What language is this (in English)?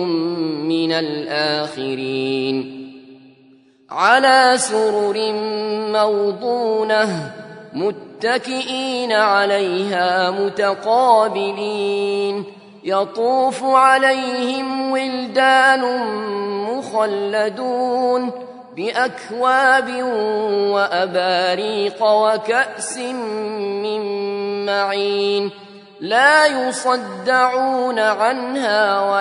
Arabic